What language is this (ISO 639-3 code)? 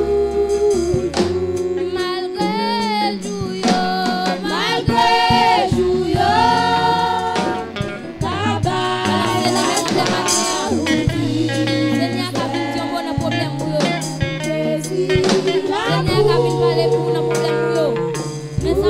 hat